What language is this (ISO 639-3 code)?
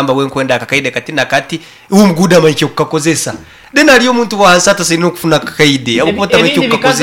nyn